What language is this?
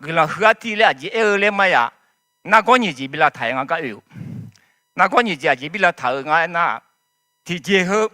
Akha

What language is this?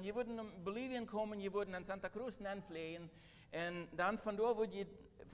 Plautdietsch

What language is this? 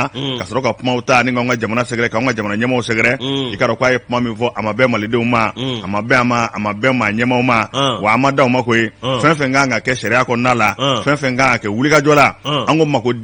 Bambara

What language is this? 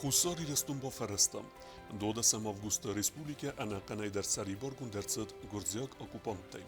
Ossetic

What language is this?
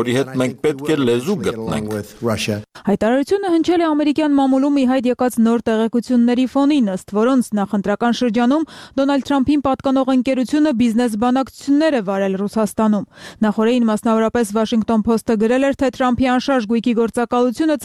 Armenian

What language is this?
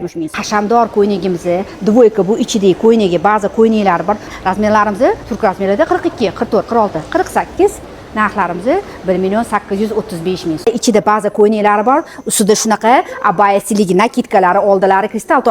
Uzbek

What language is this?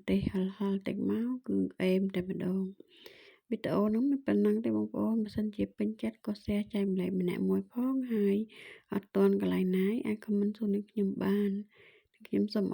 Khmer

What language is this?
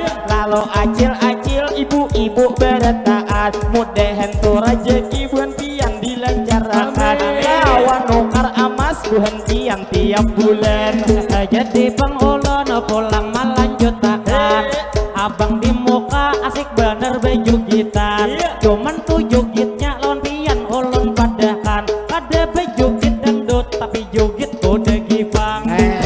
Banjar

